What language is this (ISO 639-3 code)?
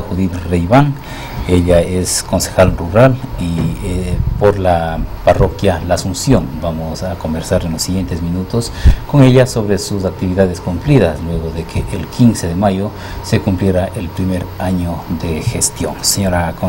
spa